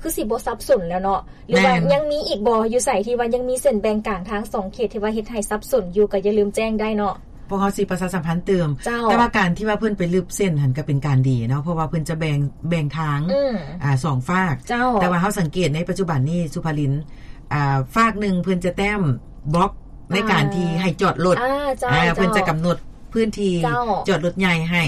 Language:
Lao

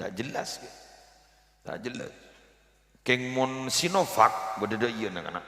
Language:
Madurese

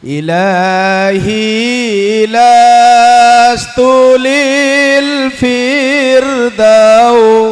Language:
Madurese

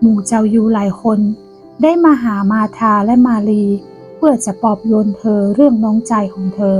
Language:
Northern Thai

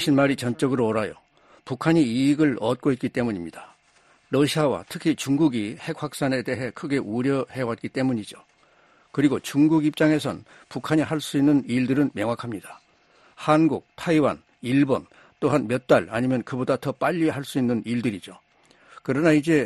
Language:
Korean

